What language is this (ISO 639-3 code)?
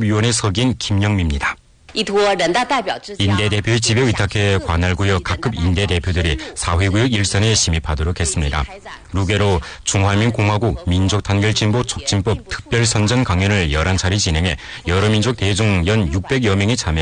kor